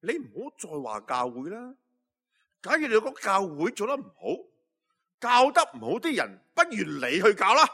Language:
Cantonese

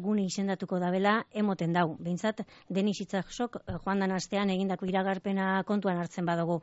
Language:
Basque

